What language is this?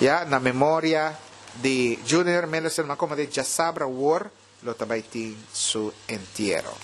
Papiamento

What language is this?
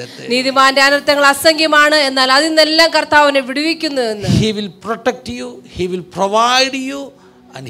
Malayalam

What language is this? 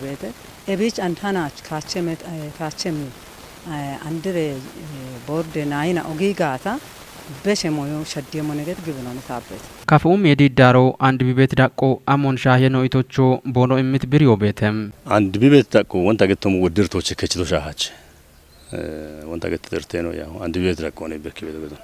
Kafa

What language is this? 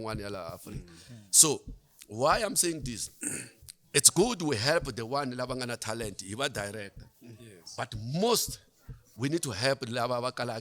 Tsonga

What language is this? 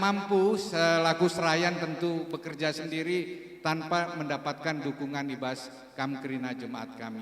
Batak Karo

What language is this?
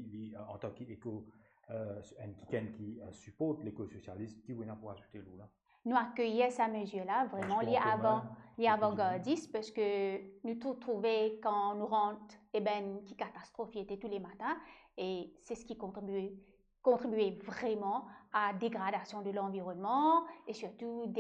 Morisyen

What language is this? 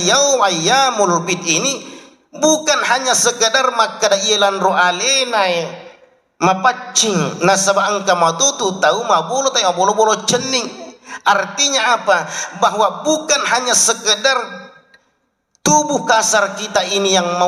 Buginese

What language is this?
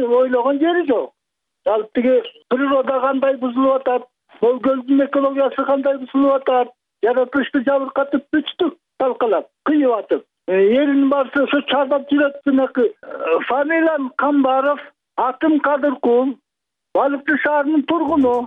Kyrgyz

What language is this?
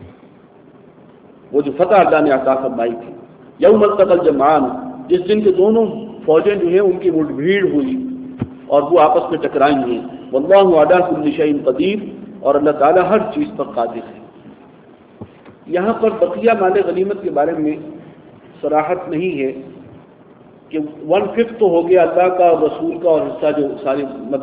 Urdu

